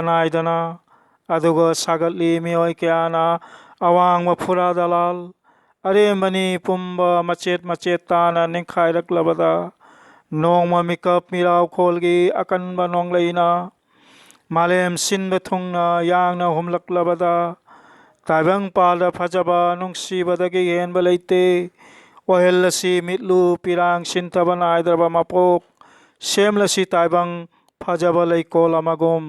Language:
Manipuri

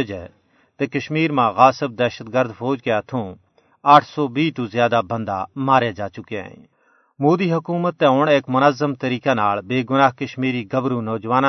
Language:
Gujari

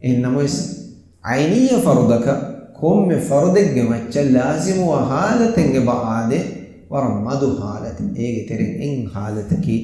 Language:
Divehi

